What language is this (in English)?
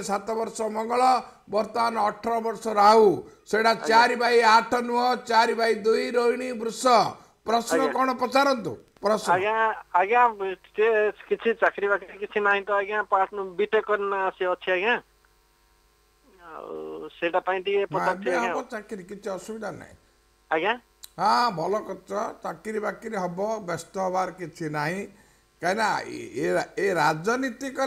Odia